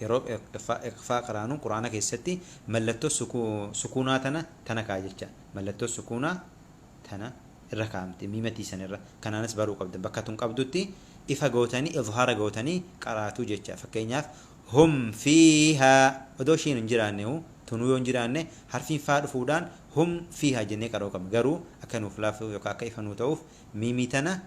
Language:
Oromo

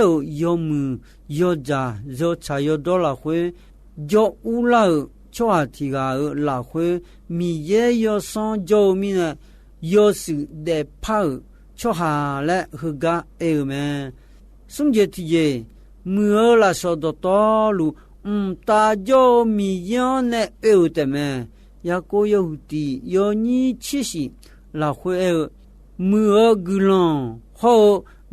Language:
Akha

